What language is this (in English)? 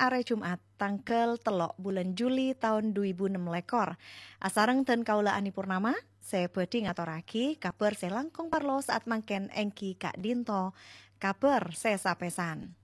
Madurese